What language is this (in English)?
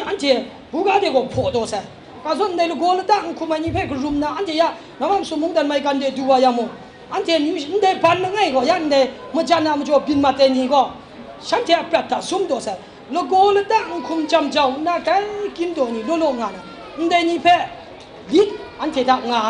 Kachin